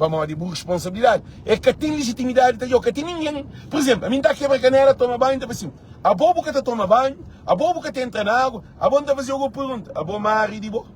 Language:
Kabuverdianu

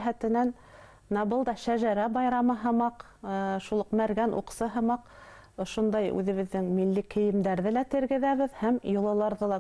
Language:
Bashkir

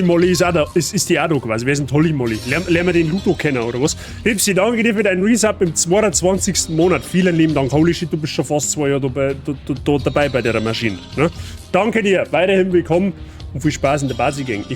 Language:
Bavarian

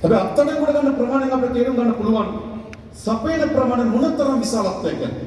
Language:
Sinhala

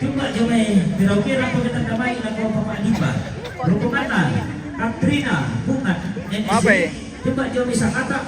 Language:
Toraja-Sa'dan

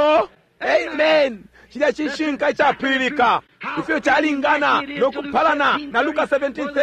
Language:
Bemba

